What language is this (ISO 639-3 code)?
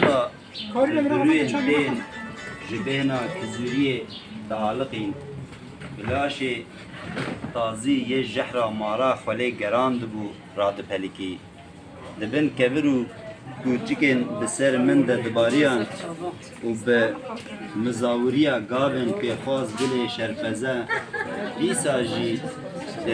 kur